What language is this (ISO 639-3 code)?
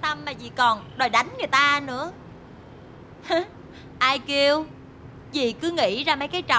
vie